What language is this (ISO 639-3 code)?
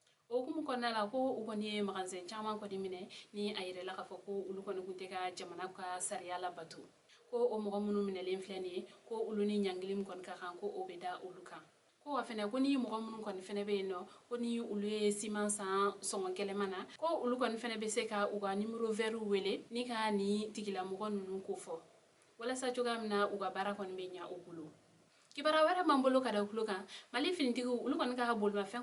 bam